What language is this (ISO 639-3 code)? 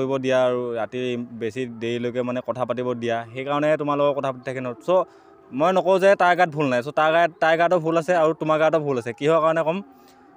asm